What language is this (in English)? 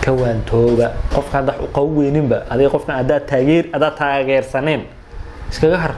Somali